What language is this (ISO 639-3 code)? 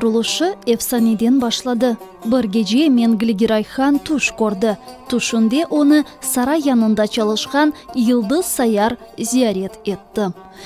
crh